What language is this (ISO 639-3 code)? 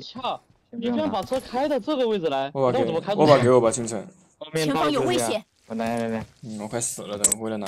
zho